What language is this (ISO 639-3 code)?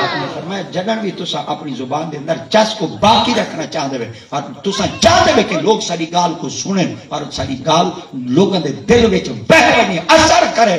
skr